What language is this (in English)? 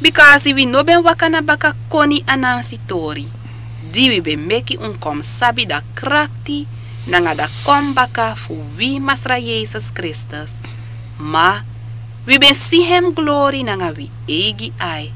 Sranan Tongo